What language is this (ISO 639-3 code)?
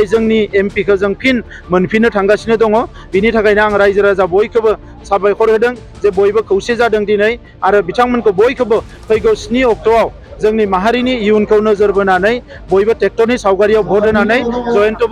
brx